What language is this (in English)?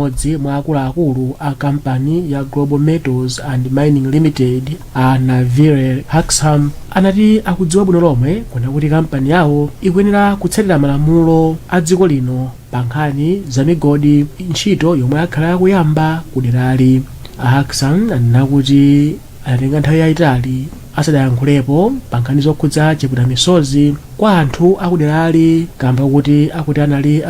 Nyanja